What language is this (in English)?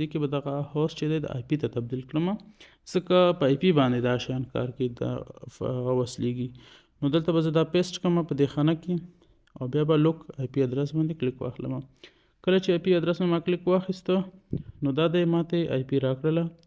Pashto